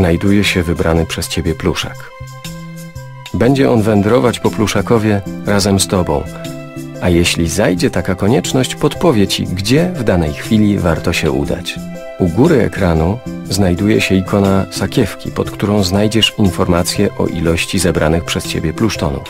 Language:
Polish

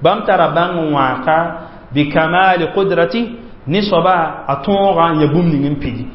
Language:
Mossi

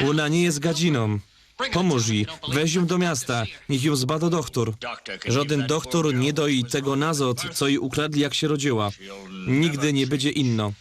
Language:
Silesian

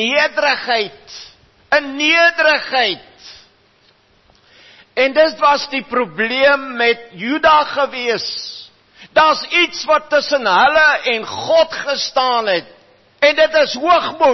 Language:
Afrikaans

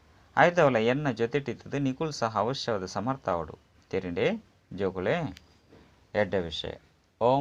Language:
Tulu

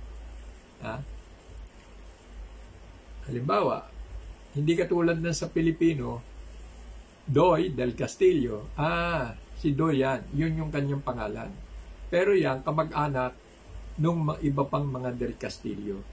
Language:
Filipino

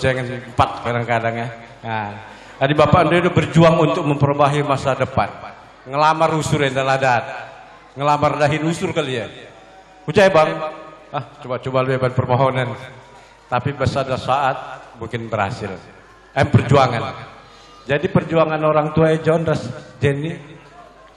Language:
Batak Karo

